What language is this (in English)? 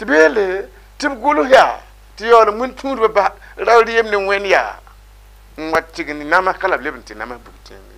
Mossi